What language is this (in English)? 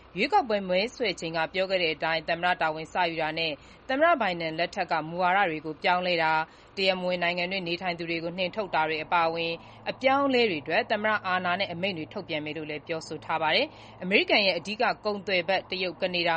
Burmese